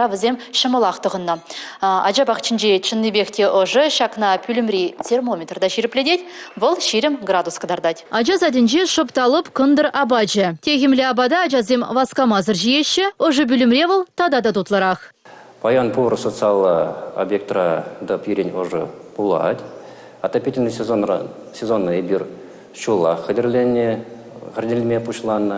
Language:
Chuvash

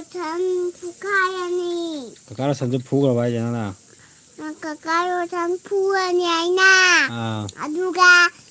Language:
Manipuri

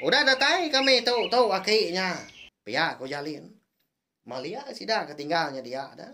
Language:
Iban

